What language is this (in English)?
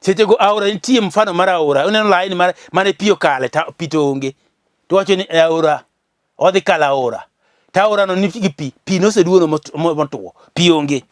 Luo (Kenya and Tanzania)